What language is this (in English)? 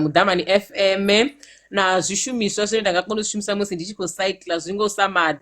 Venda